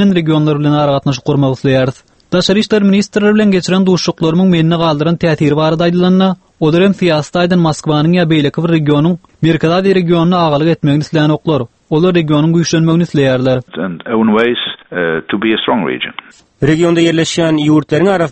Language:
Turkmen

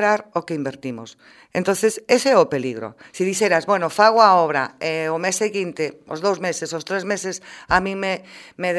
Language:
Galician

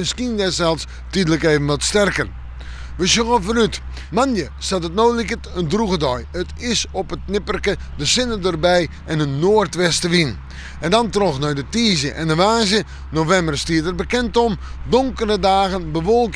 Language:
Western Frisian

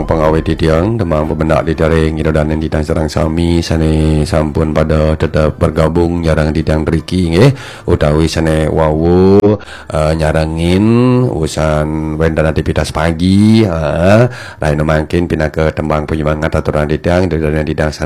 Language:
Balinese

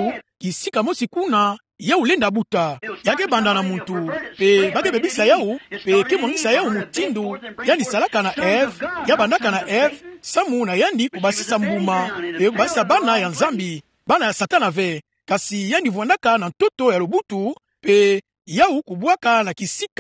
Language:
Kituba (Democratic Republic of Congo)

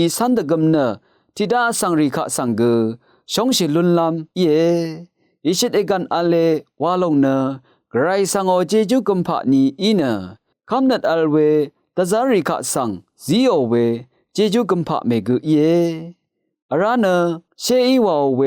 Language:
Rawang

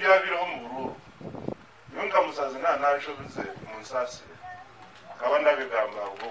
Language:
Shona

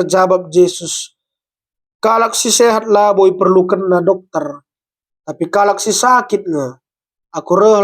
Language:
Batak Karo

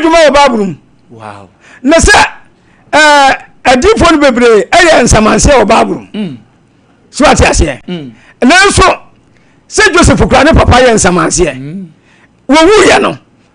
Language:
Akan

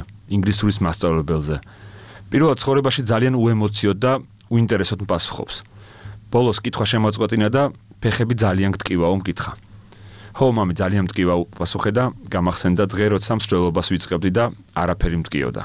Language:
Georgian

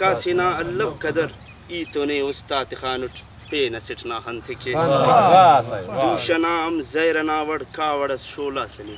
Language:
Brahui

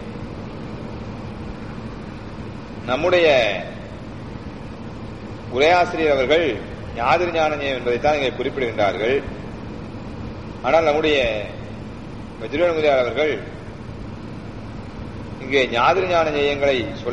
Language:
Tamil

